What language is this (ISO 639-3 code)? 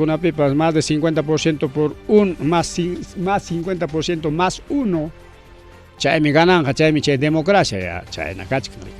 quy